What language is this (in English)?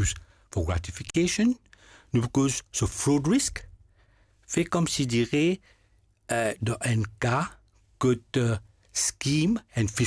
Morisyen